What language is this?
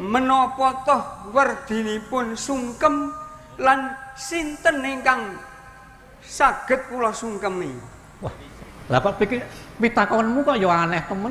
Javanese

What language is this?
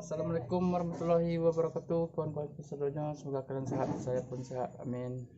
Minangkabau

